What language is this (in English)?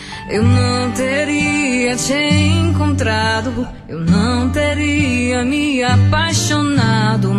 Portuguese